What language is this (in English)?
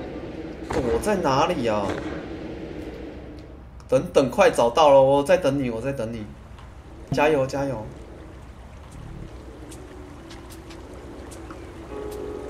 Chinese